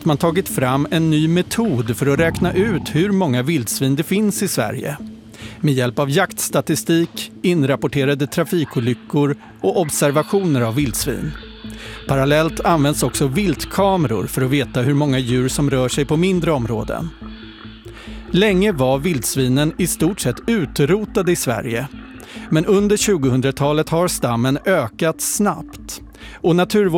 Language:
Swedish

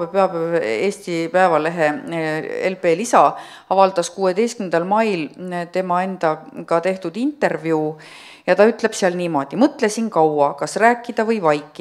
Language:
Estonian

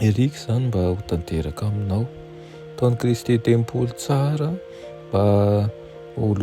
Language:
Malagasy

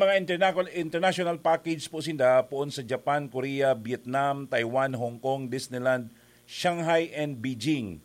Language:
Bikol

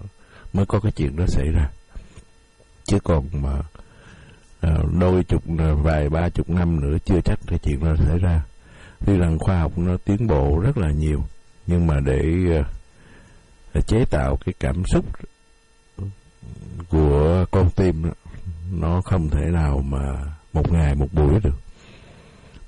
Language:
Vietnamese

